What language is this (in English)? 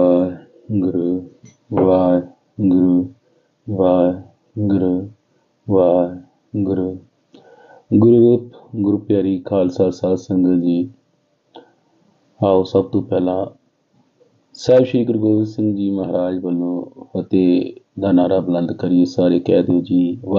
Punjabi